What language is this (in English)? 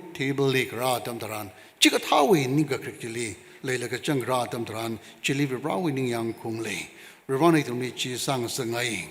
Tangkhul Naga (India)